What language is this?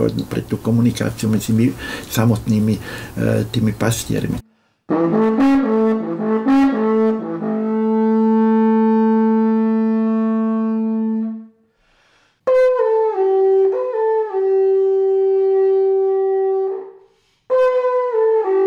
Slovak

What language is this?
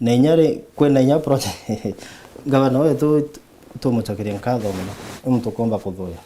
Meru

